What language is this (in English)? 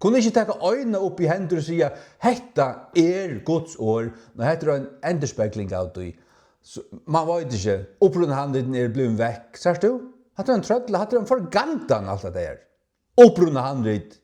Faroese